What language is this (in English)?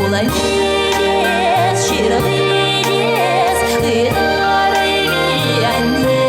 Chuvash